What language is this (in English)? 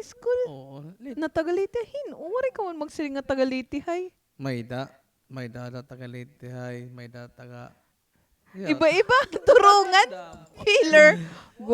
Waray